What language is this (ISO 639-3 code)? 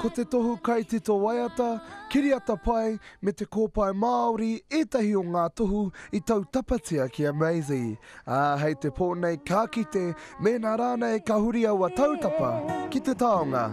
mri